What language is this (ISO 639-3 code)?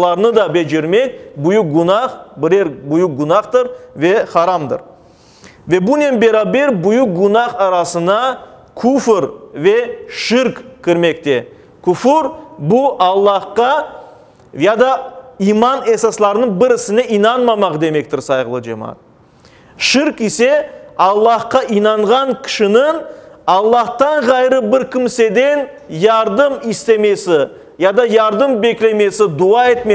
crh